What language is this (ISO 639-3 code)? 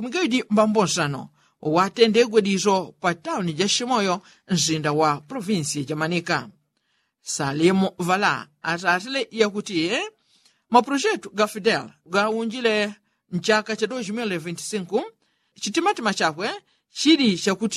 yao